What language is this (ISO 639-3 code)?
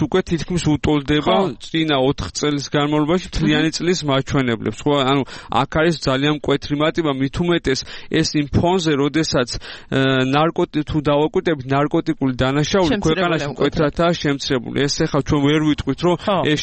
kat